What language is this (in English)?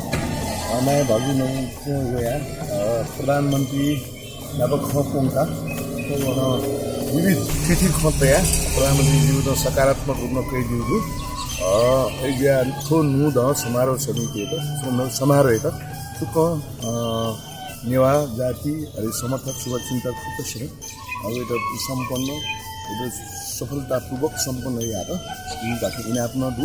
Newari